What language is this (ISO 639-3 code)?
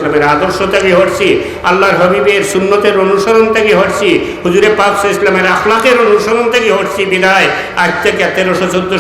syl